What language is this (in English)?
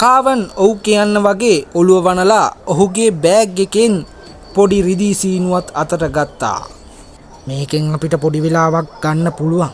Sinhala